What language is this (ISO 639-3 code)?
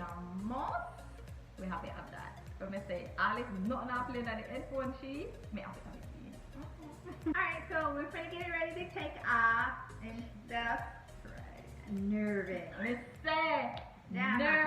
jam